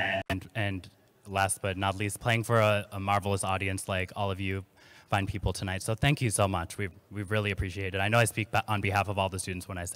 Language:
English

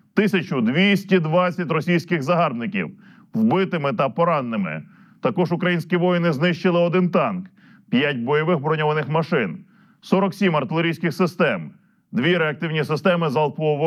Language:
Ukrainian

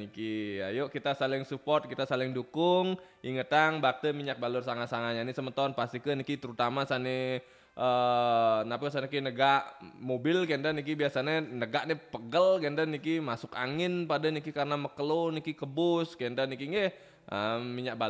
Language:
Balinese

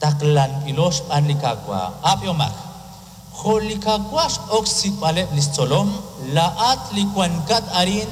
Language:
Kekchí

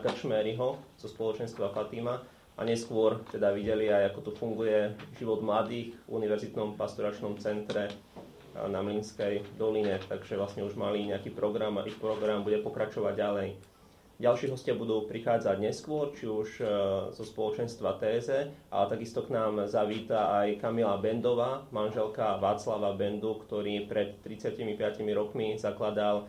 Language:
Slovak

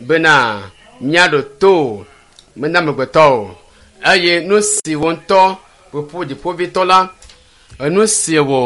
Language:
Ewe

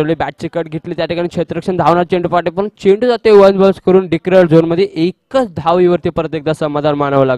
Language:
Marathi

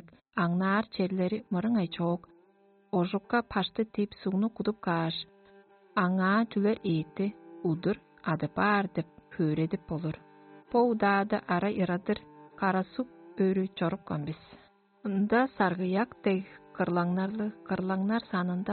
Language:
Tuvinian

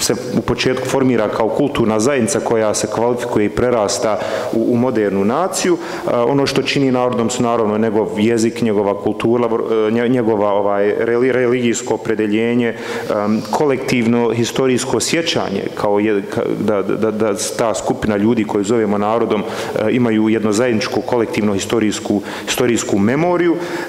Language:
Bosnian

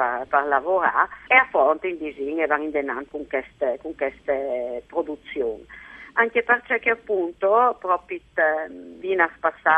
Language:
Friulian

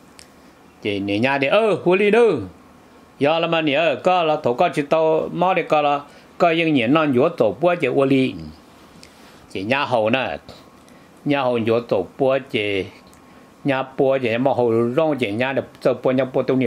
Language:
Vietnamese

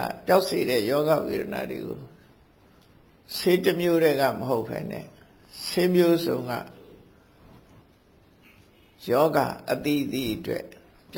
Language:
Burmese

